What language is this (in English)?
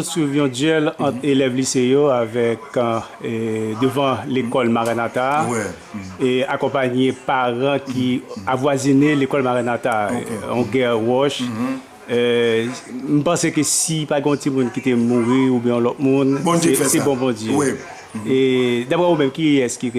Haitian Creole